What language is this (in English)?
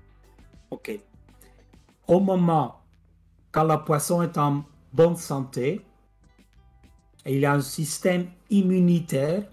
French